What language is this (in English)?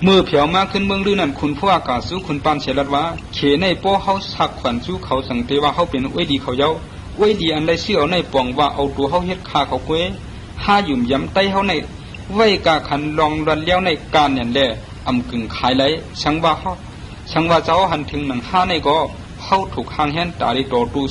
Shan